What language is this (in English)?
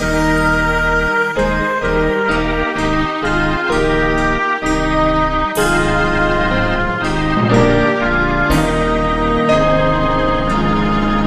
Batak Toba